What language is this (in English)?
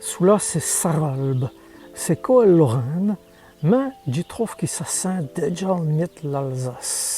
Walloon